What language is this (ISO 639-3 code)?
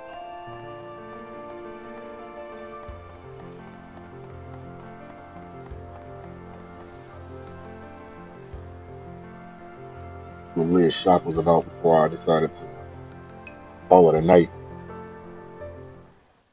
eng